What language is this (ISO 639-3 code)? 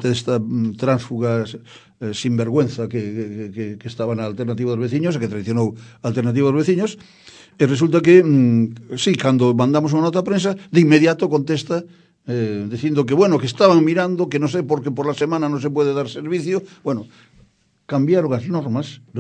glg